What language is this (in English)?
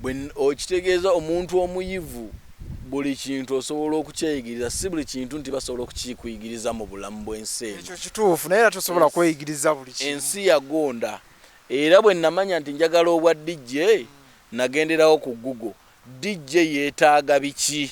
Ganda